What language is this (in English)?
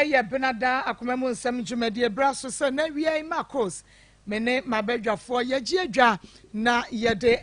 Akan